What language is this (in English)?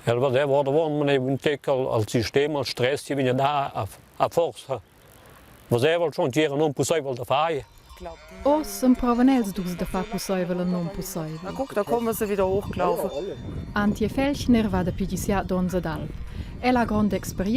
Romansh